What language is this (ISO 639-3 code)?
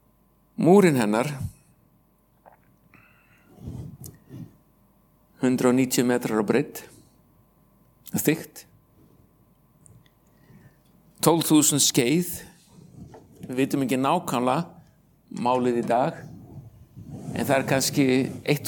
isl